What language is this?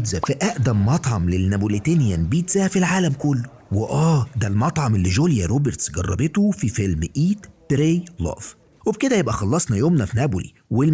Egyptian Arabic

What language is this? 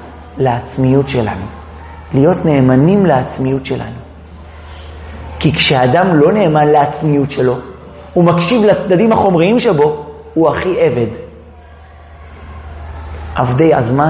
Hebrew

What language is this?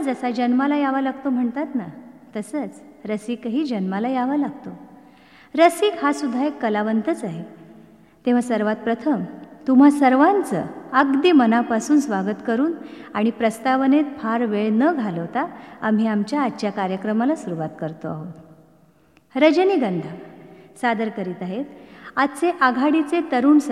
Marathi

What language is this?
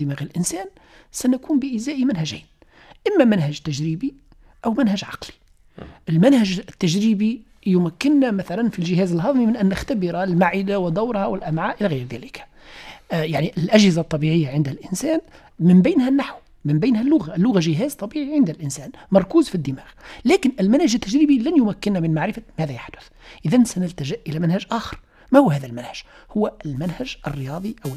Tunisian Arabic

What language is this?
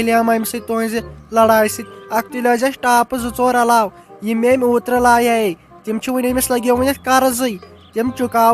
Kashmiri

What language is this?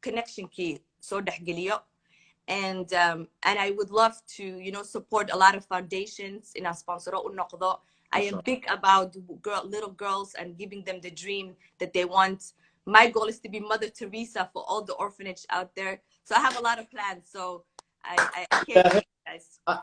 Somali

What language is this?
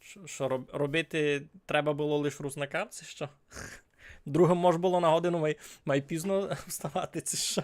Rusyn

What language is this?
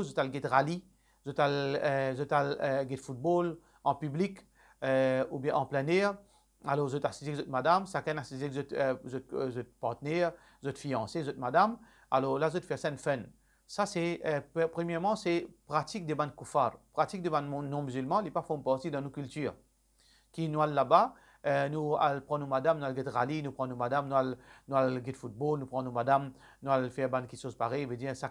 Morisyen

